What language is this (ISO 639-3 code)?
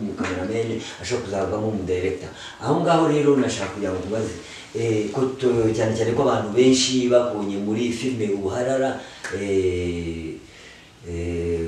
kin